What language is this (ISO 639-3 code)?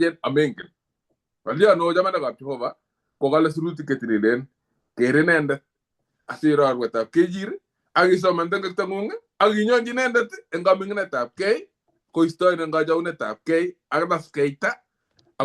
kln